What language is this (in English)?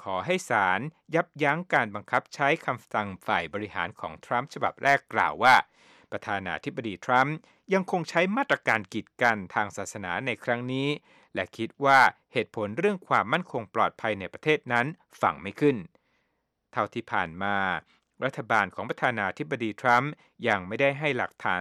Thai